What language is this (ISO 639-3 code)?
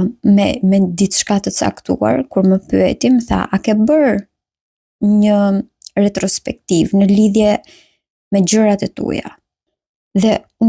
sqi